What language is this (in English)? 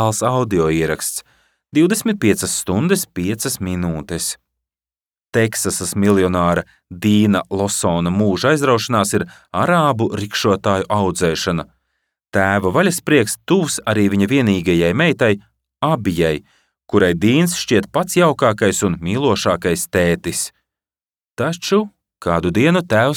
Latvian